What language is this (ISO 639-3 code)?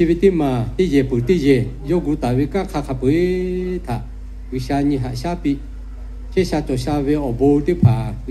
lhu